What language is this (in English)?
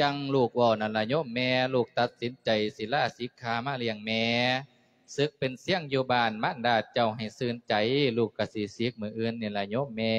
Lao